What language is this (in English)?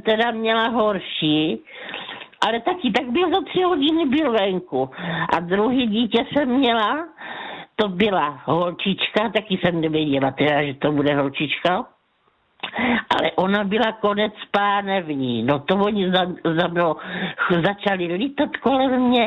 Czech